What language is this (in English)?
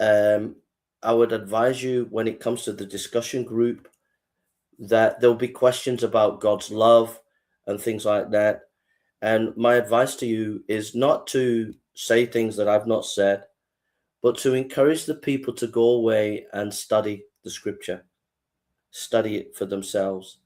English